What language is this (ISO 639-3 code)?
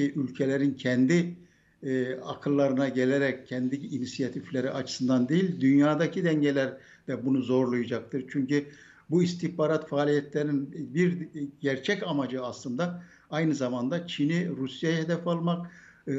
tur